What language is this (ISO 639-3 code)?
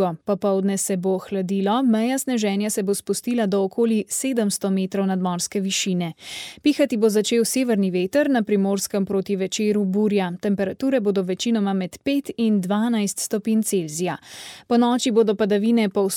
slv